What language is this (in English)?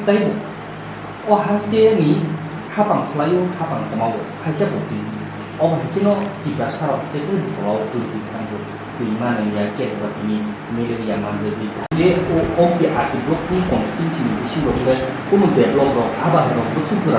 Kok Borok